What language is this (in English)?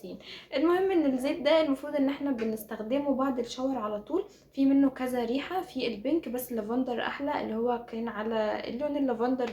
Egyptian Arabic